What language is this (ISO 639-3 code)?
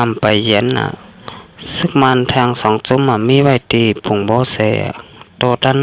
shn